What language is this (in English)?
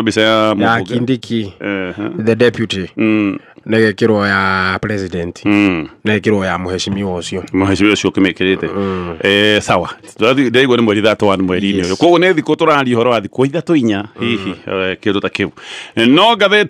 Kikuyu